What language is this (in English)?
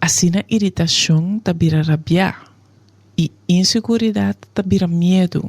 Papiamento